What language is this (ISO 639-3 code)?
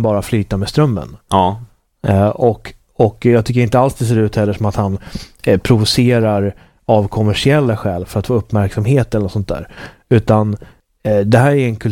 swe